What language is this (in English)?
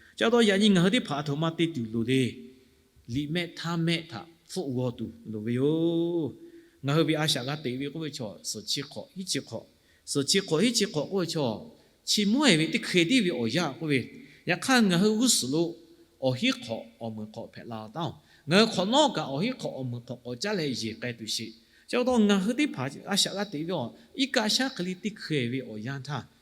Lahu